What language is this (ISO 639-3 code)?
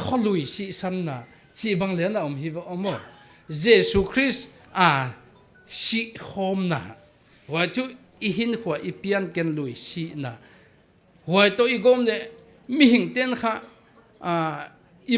pck